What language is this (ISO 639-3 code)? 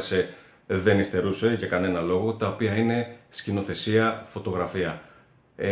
ell